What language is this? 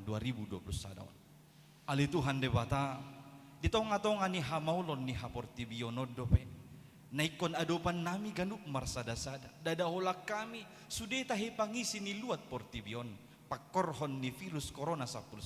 Batak Toba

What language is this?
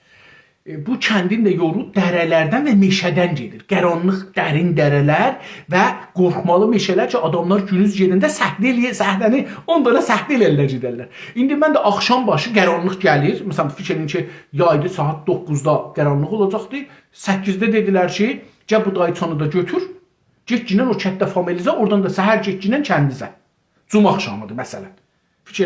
South Azerbaijani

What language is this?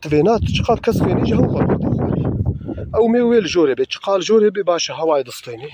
Kurdish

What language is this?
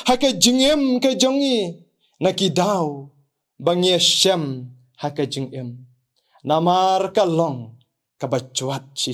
Khasi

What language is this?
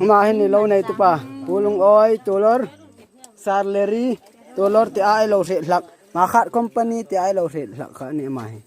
Hmar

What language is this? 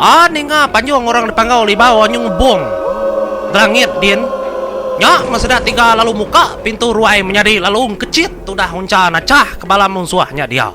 Iban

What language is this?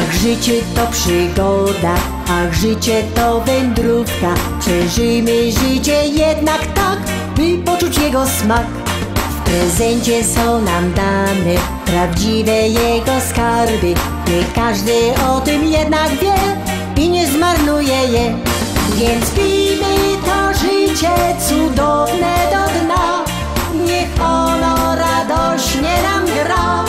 Silesian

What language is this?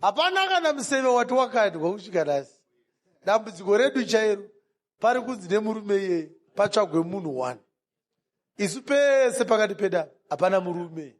Shona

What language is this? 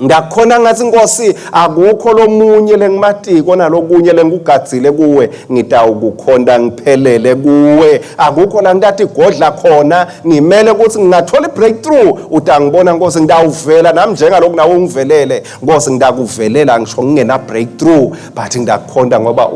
Swati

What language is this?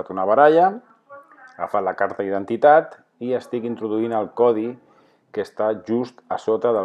Catalan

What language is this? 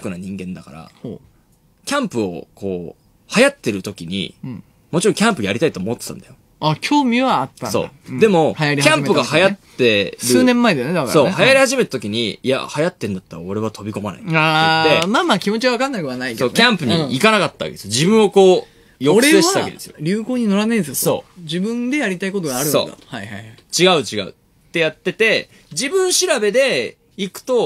Japanese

